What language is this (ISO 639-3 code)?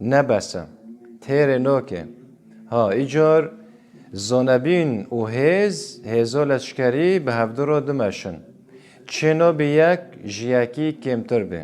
kur